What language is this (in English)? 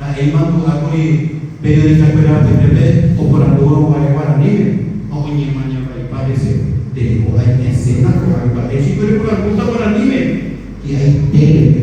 Guarani